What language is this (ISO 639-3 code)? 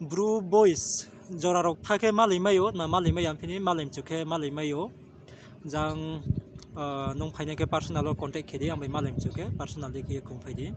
ria